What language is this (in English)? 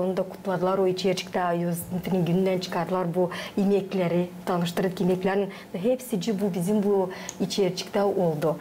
Gagauz